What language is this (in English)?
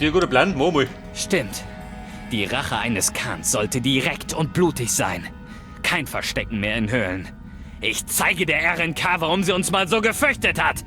Bavarian